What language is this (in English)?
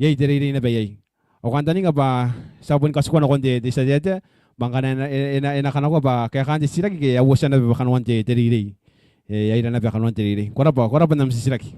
Gilbertese